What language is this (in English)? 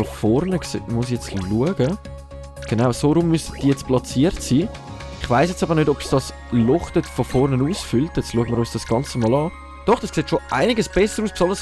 Swiss German